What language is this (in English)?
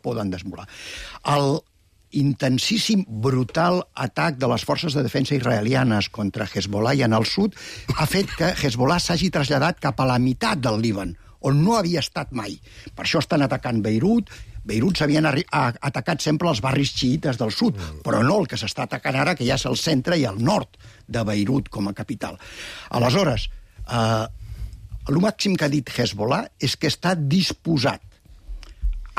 Catalan